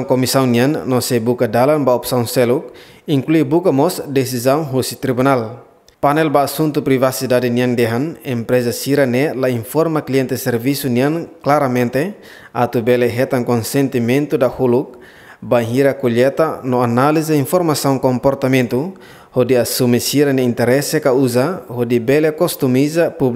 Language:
Tetum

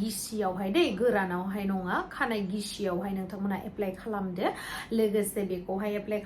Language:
Bodo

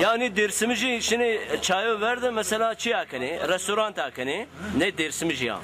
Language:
Zaza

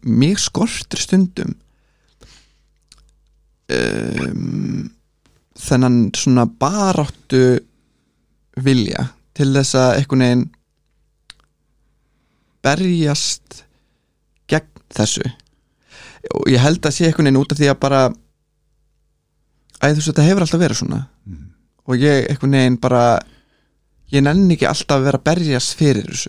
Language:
Icelandic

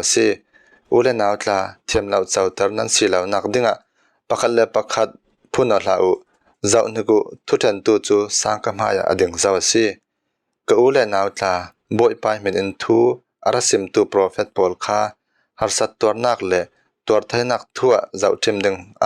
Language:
Falam Chin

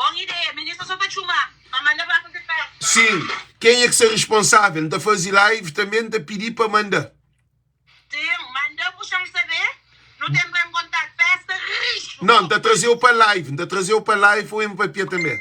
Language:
Kabuverdianu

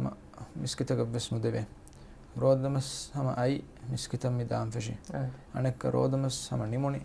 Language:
Divehi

